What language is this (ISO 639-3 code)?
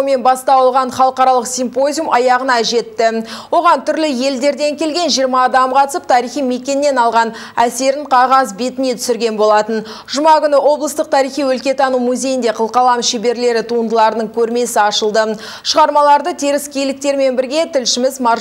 kaz